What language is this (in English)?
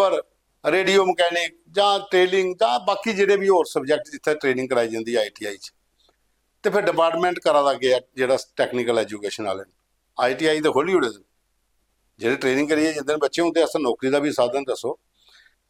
Dogri